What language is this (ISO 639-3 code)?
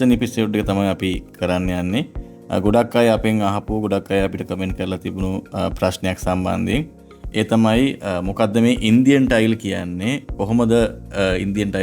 sin